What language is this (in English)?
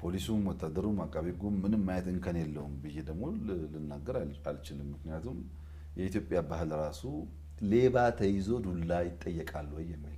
Amharic